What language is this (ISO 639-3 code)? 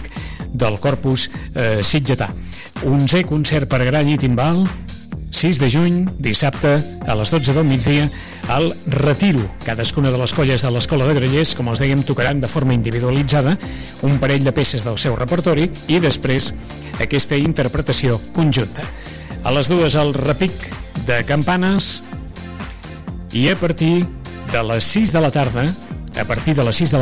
cat